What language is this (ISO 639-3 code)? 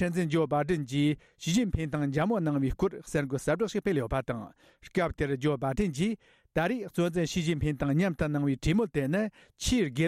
bod